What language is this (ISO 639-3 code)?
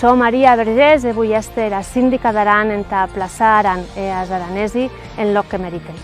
oci